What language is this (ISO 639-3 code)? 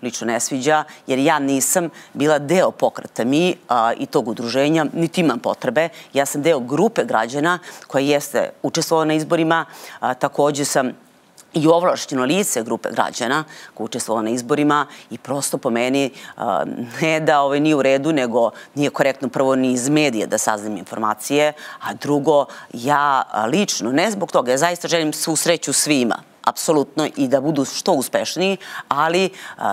srp